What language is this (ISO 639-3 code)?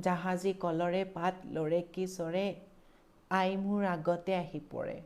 asm